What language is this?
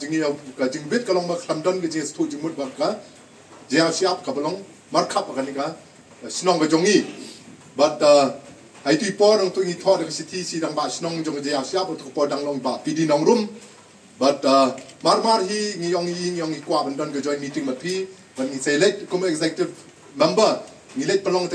Khasi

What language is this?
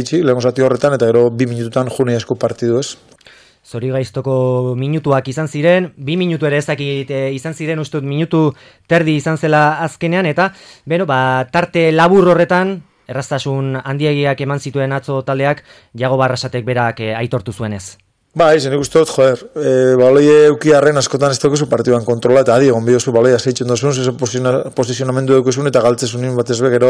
Basque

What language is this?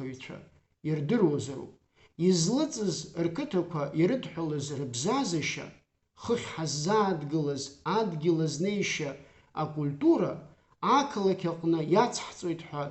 Abkhazian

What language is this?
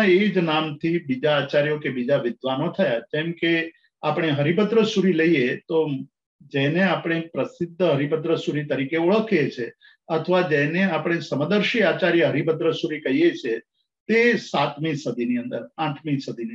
Gujarati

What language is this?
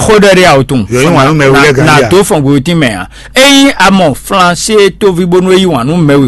Fon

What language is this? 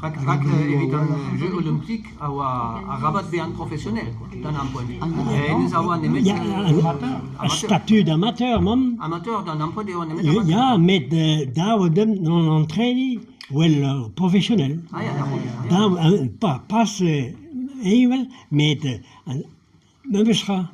Breton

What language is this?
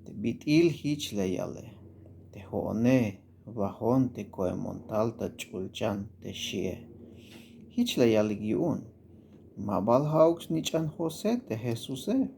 Tzeltal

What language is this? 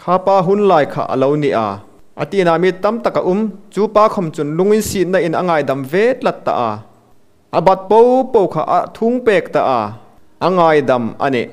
Hmar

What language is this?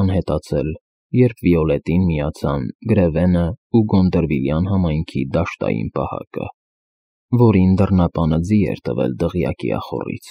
Armenian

